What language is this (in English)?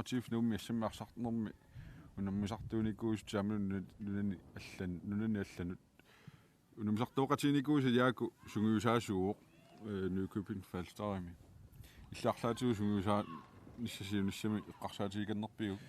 Kalaallisut